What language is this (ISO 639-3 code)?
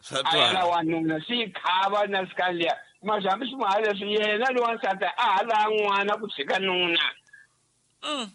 tso